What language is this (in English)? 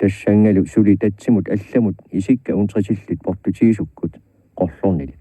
Kalaallisut